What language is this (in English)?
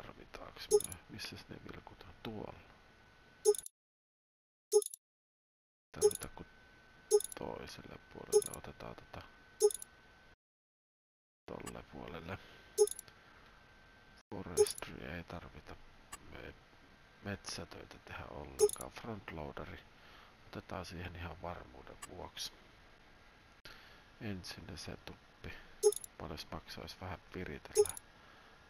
Finnish